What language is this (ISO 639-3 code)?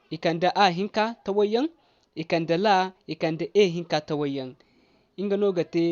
dje